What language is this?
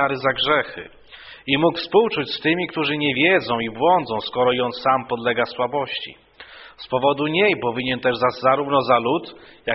Polish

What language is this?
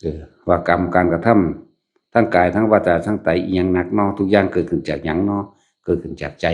Northeastern Thai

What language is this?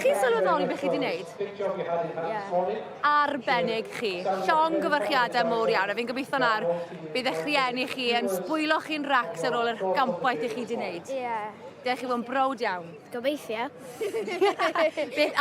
Welsh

